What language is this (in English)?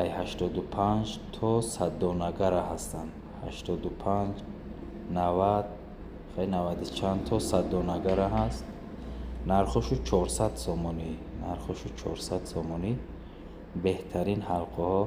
Tajik